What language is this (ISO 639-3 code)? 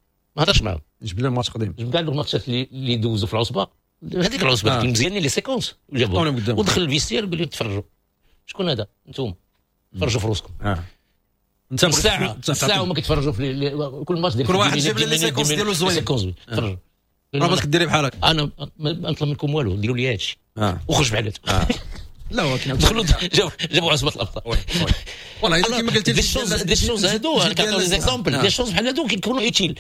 ary